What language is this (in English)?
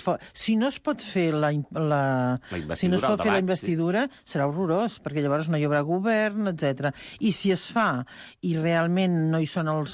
Catalan